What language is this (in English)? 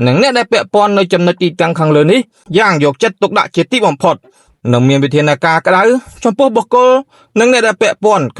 Khmer